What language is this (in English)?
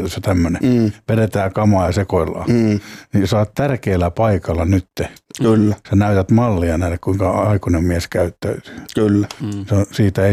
Finnish